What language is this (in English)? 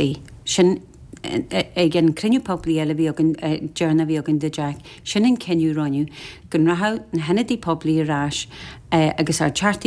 Irish